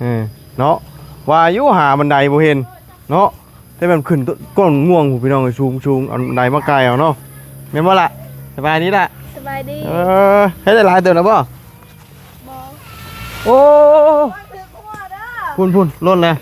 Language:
Lao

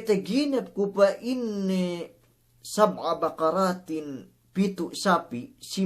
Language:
Yakan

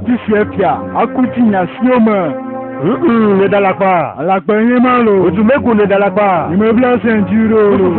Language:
Ewe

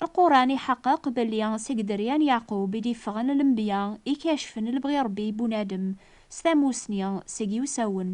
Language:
Kabyle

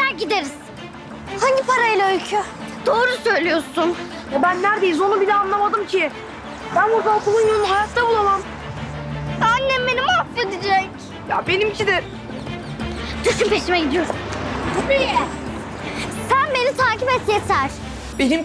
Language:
Turkish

